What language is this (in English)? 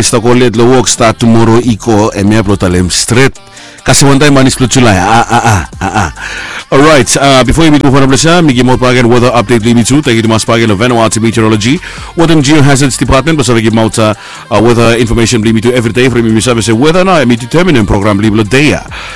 Bislama